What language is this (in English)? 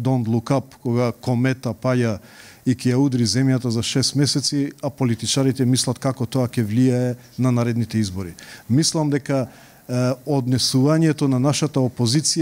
Macedonian